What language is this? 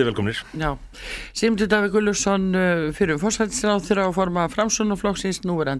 Icelandic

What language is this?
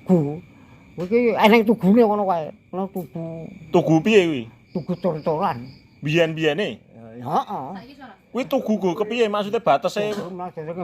Javanese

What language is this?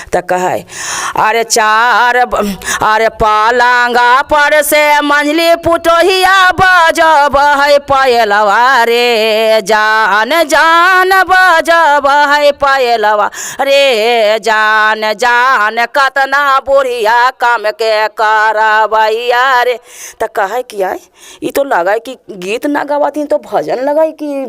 Magahi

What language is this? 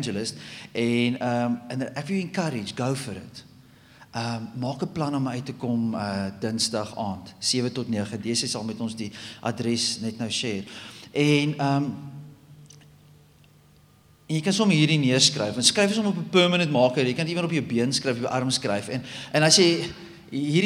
Afrikaans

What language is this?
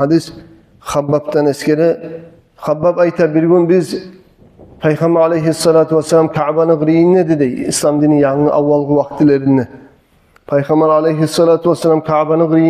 Kumyk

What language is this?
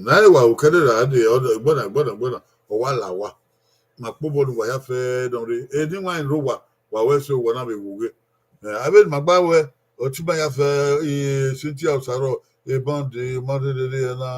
Bini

